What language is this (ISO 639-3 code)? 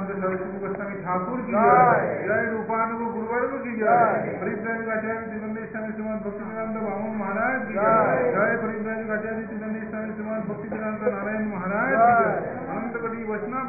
hin